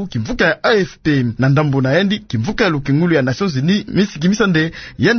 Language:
Kituba (Democratic Republic of Congo)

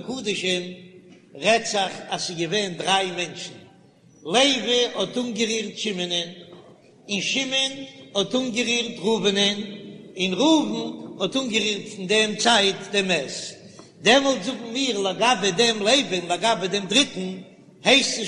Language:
Yiddish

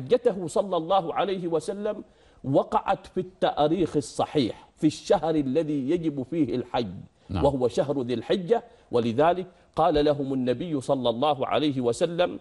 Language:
Arabic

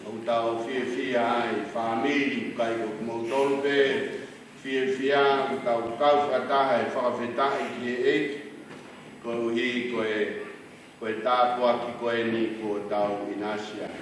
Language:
Tongan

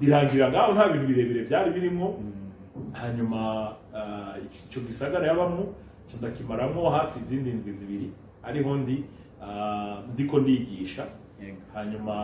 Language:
Rundi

